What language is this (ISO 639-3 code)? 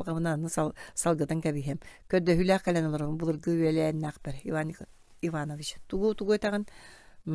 sah